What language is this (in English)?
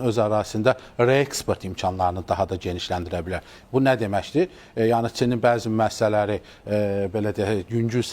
Azerbaijani